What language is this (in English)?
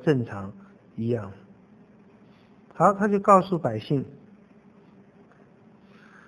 Chinese